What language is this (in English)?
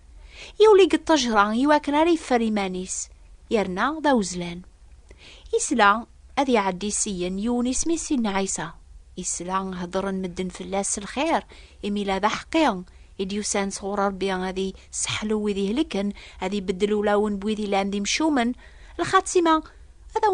Kabyle